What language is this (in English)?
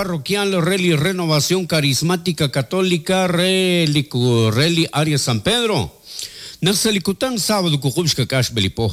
Kekchí